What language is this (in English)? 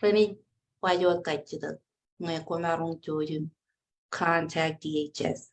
Marshallese